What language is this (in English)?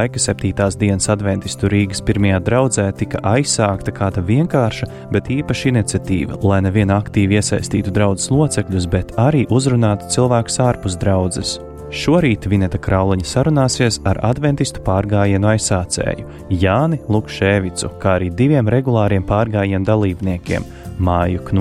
Latvian